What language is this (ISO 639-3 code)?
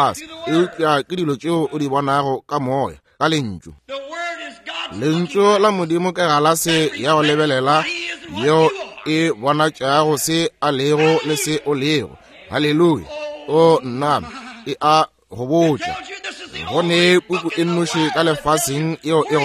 nso